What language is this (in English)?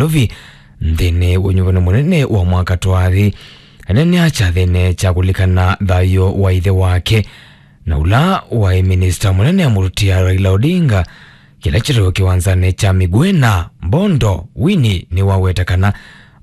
Kamba